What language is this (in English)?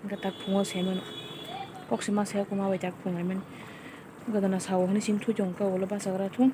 Kok Borok